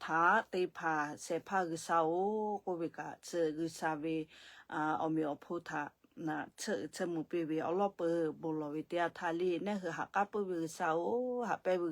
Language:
Lahu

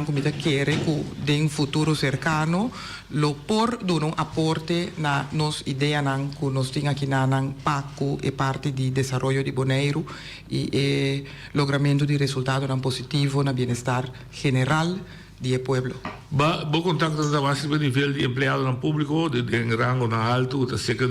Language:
Papiamento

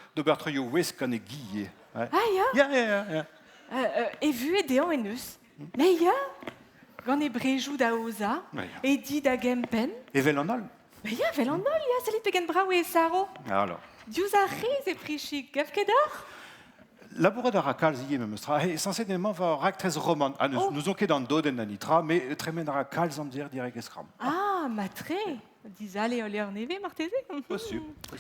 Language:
Breton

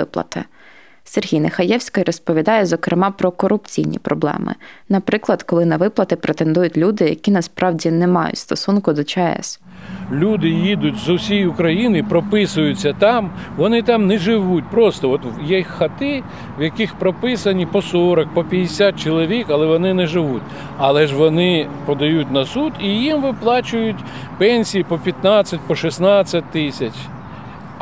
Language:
Ukrainian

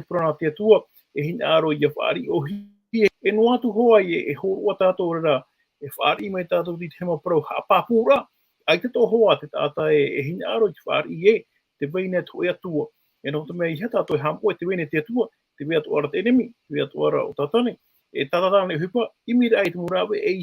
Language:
Tahitian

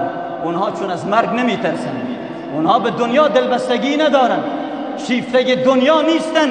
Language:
Persian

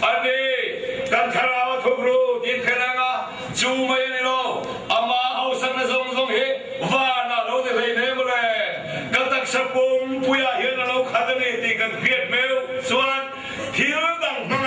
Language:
Mizo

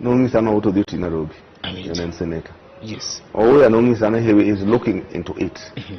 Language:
Luo (Kenya and Tanzania)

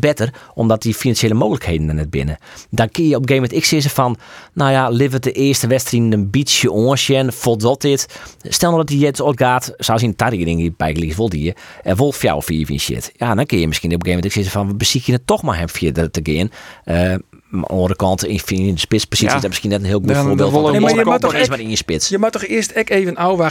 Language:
Western Frisian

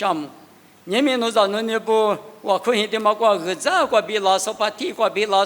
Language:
Lisu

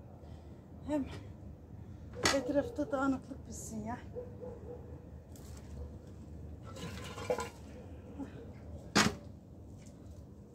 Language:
Turkish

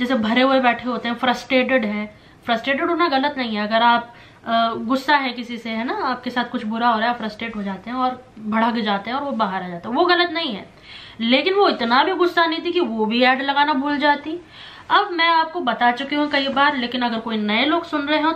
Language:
Hindi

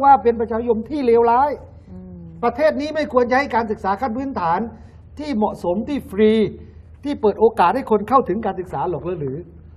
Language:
Thai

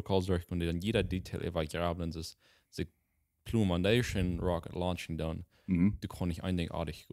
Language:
Plautdietsch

